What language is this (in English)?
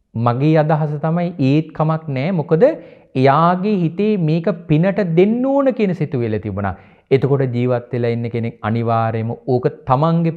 Sinhala